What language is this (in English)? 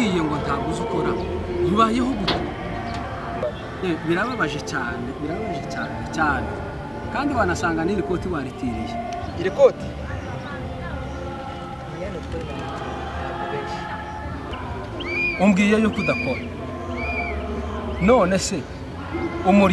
Kinyarwanda